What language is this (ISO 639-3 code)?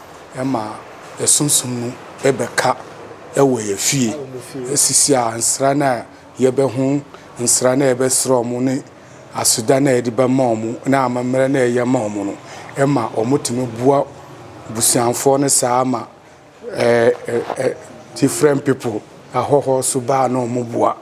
aka